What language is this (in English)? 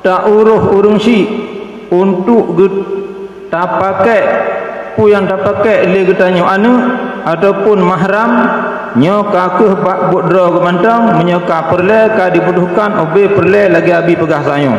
Achinese